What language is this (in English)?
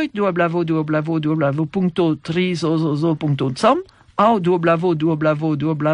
Esperanto